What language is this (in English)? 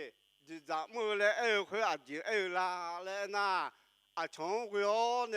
Akha